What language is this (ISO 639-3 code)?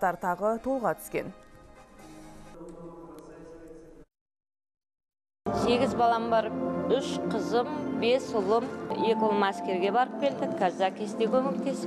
kaz